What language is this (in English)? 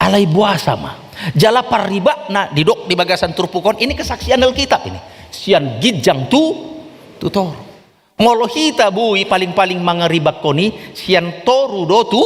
Batak Toba